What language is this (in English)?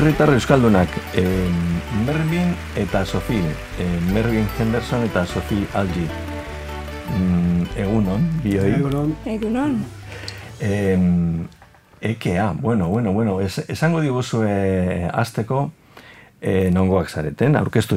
Basque